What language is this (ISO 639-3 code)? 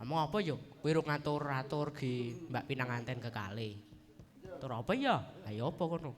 jav